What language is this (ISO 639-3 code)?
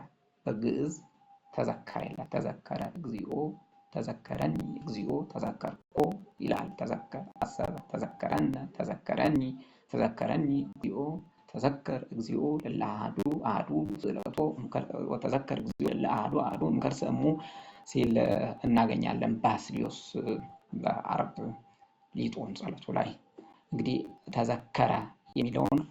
amh